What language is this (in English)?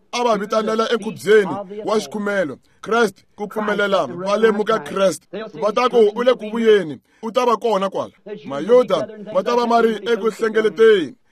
Tsonga